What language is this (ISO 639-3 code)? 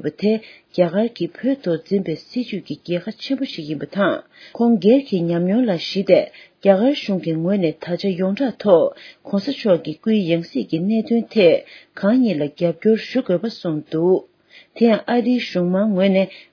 bod